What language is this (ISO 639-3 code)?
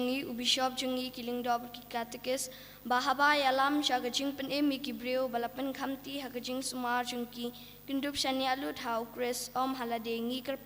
kha